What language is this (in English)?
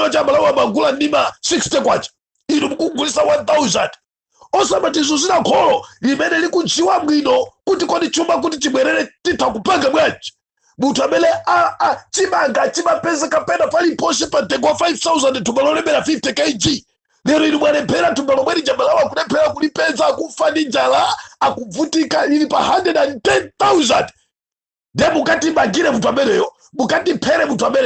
Nyanja